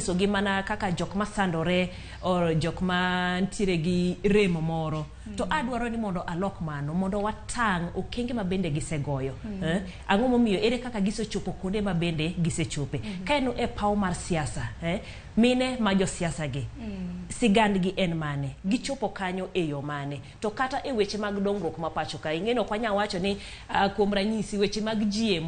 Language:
Luo (Kenya and Tanzania)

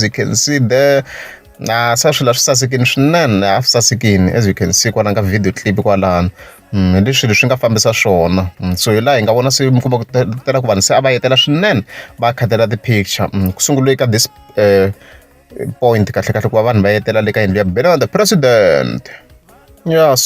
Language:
Tsonga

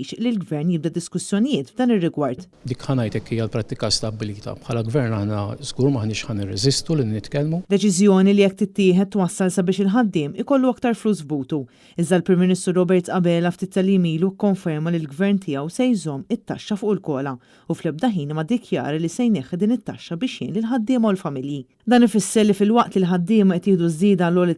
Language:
Maltese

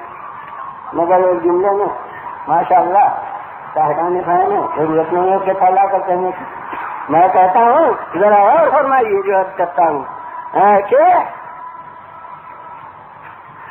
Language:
Urdu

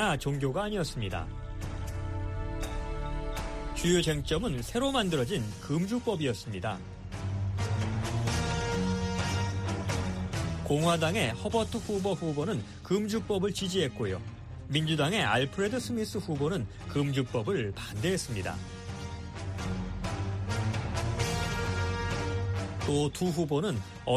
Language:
Korean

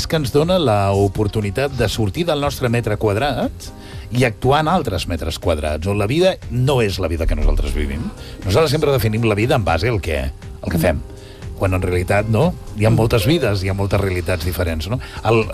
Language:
Catalan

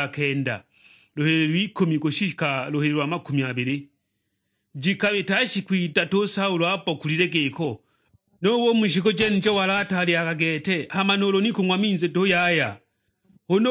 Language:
Sukuma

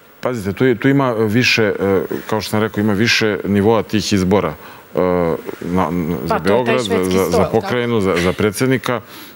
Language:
Serbian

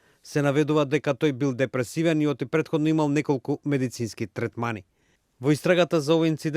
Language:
Macedonian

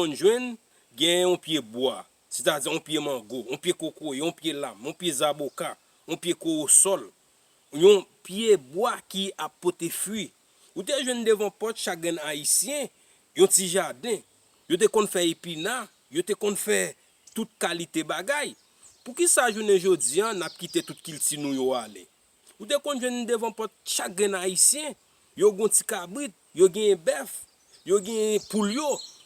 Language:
Haitian Creole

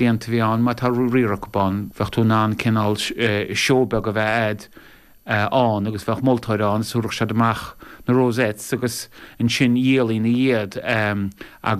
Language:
Irish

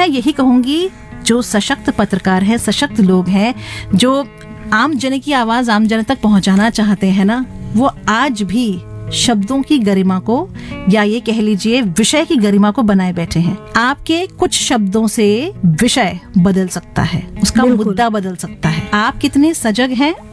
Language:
Hindi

